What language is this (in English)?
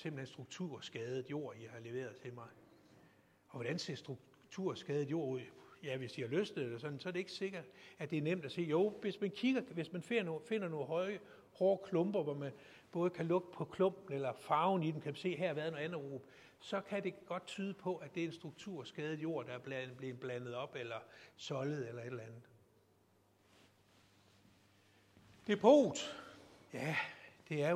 Danish